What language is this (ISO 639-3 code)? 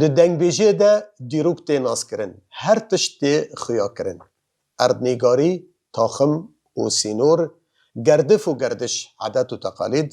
kur